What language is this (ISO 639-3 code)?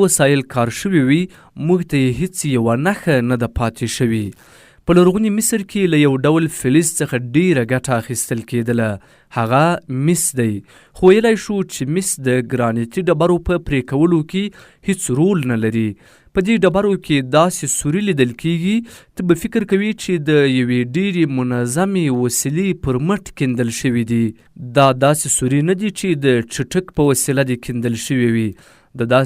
pus